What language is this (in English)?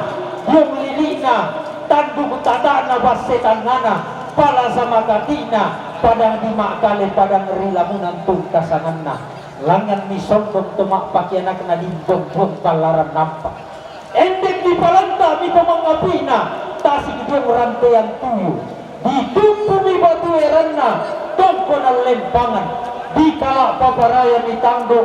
Toraja-Sa'dan